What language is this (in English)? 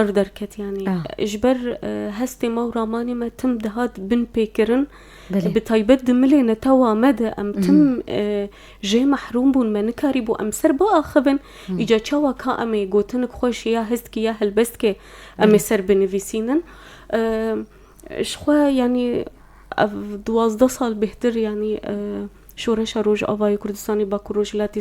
Kurdish